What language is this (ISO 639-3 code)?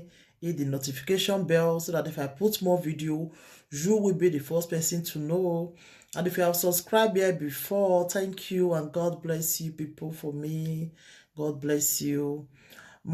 pcm